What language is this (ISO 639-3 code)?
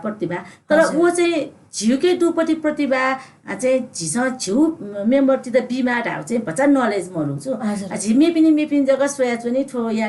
new